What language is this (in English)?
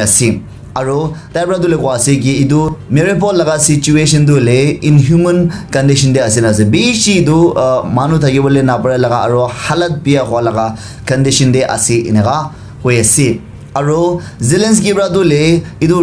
Naga Pidgin